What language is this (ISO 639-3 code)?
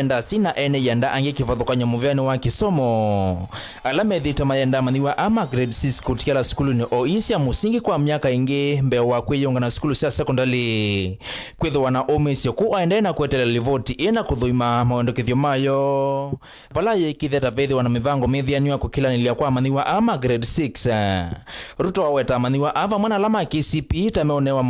kam